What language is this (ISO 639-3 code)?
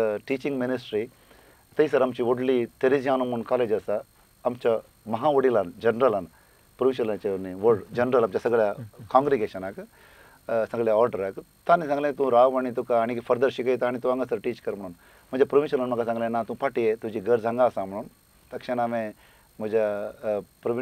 kok